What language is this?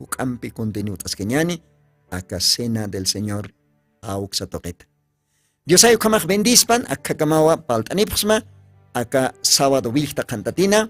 Aymara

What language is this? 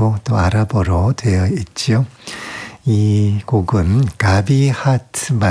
Korean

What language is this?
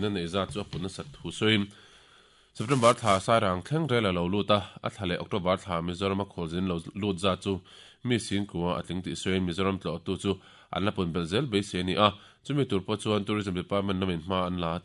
Mizo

